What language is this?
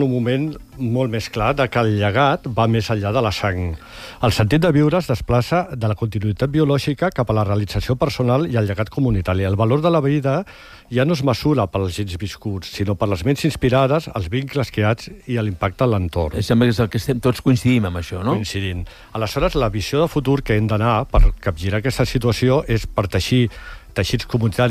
Catalan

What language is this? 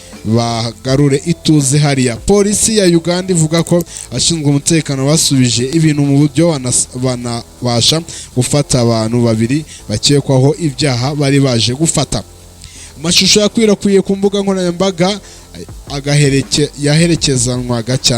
Kinyarwanda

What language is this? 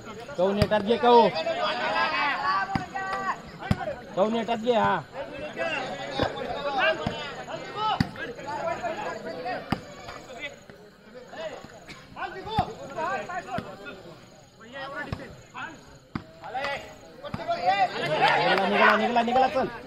Marathi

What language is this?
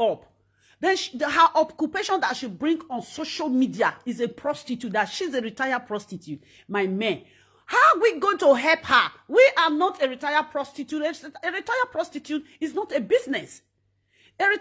Nigerian Pidgin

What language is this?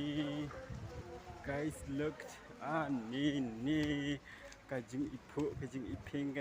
Khasi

